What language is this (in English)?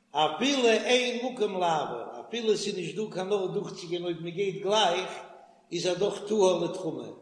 Yiddish